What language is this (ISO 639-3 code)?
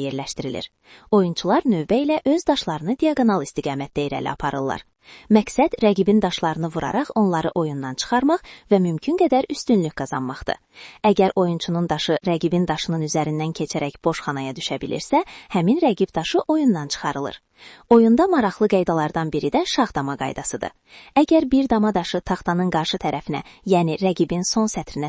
aze